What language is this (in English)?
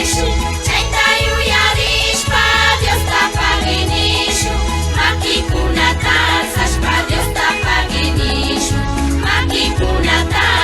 Imbabura Highland Quichua